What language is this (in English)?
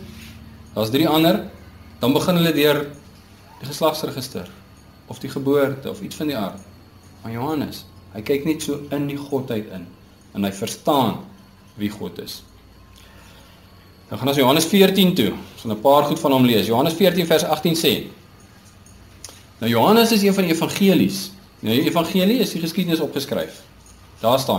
Afrikaans